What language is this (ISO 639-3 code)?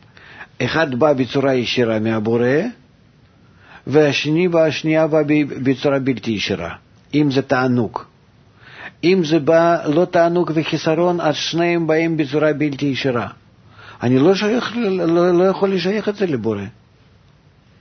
heb